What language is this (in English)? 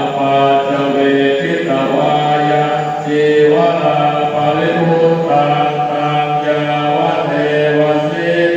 Pali